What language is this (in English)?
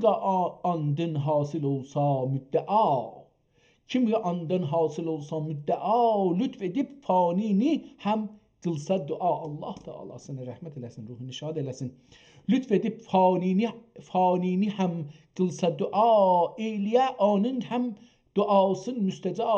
South Azerbaijani